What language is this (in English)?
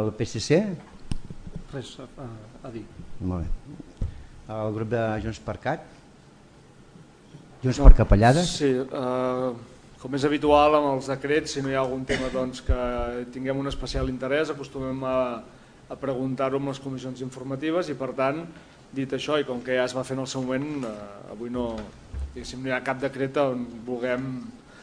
Catalan